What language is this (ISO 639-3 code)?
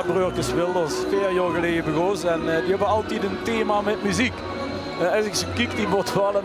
lim